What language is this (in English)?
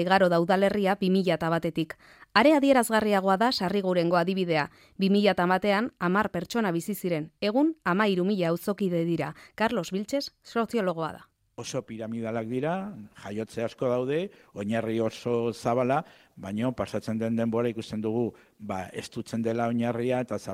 Basque